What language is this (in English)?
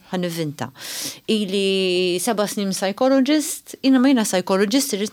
Maltese